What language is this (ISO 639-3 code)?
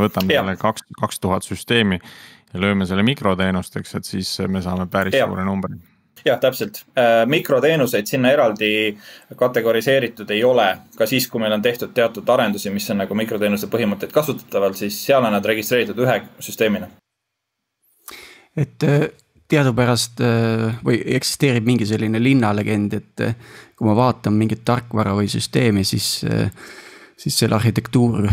est